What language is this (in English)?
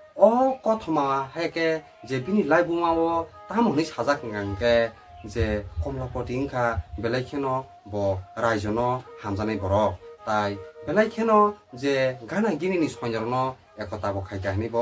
Kok Borok